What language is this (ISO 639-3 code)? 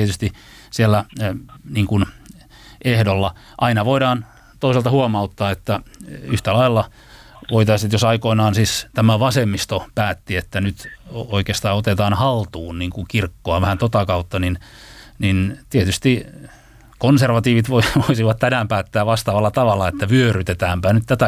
fin